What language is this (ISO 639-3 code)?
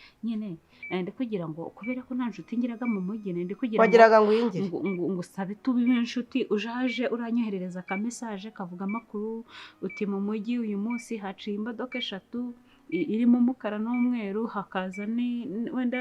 kin